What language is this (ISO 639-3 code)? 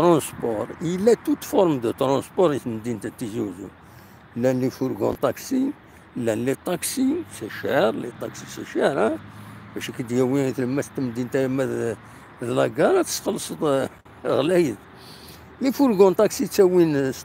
kab